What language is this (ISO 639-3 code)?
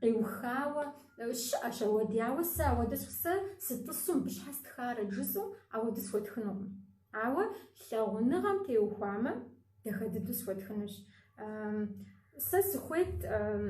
kbd